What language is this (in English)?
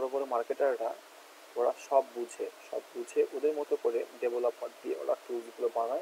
Bangla